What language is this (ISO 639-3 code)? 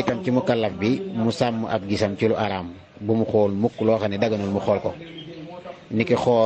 wol